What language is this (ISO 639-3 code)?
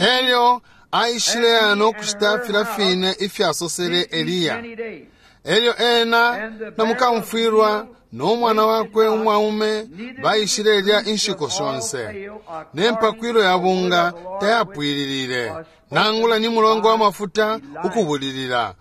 bem